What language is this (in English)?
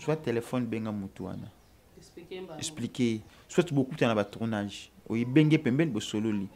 Lingala